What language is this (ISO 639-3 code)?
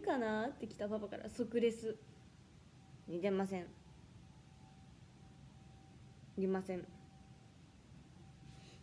jpn